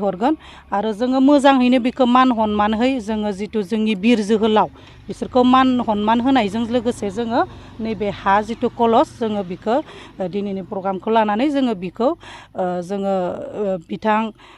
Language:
Bodo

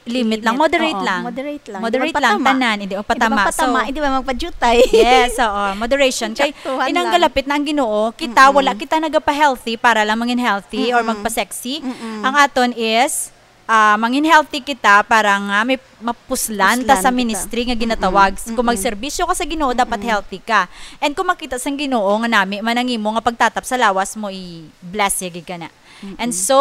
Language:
Hiligaynon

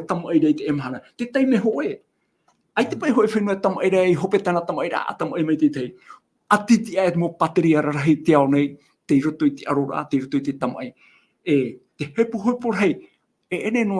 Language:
Tahitian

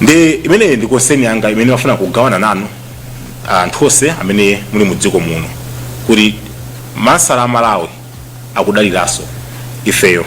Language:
Nyanja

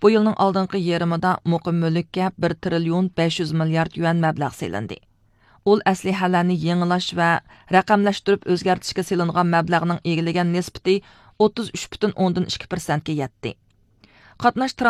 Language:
Uyghur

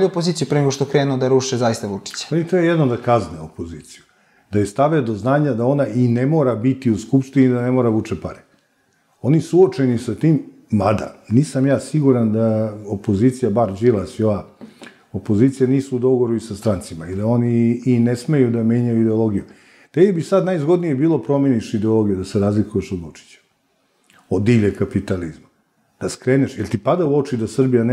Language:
Serbian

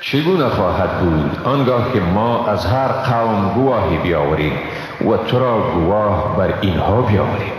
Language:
Persian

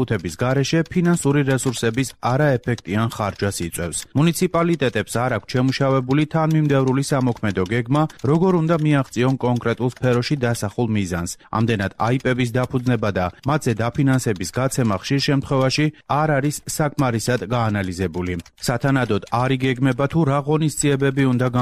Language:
Georgian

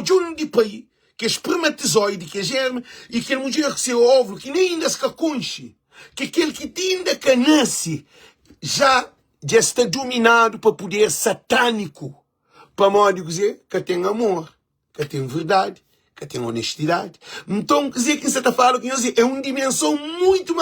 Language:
Kabuverdianu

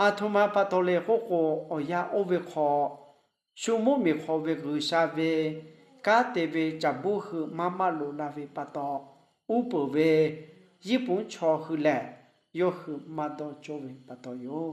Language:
Lahu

